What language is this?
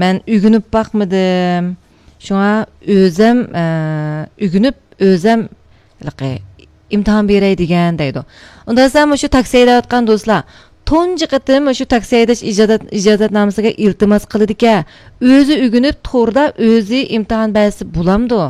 Uyghur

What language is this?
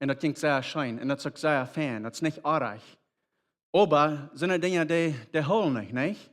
Plautdietsch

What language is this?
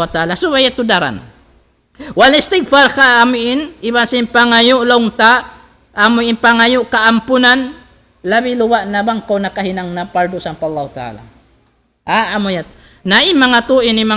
Tausug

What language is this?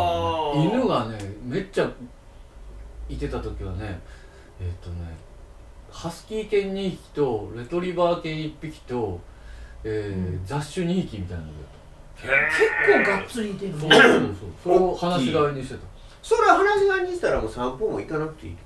Japanese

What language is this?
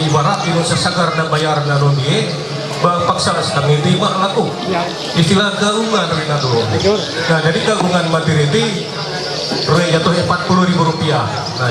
Ma'anyan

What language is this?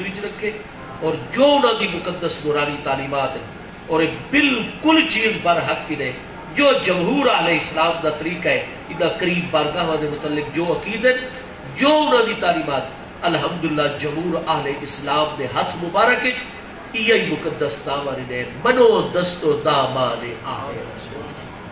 Saraiki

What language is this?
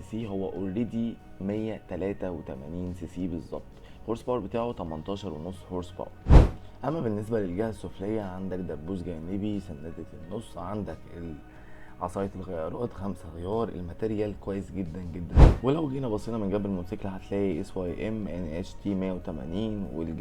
Egyptian Arabic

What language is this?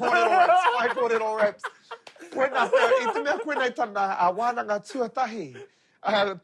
Māori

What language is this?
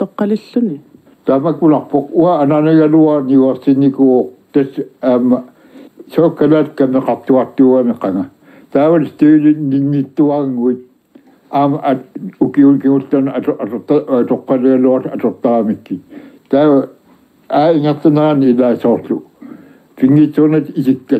Kalaallisut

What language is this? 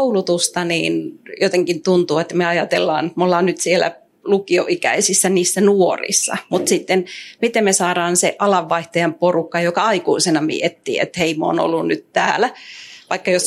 Finnish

